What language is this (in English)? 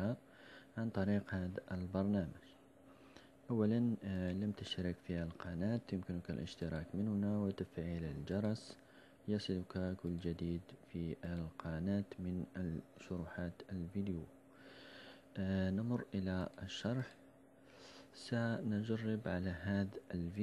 Arabic